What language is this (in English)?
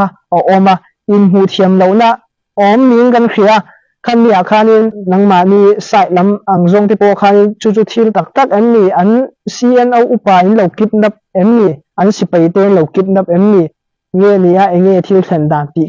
Hakha Chin